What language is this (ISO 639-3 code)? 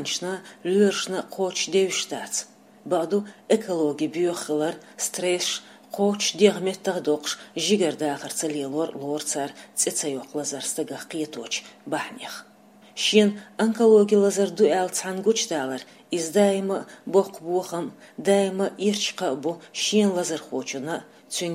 che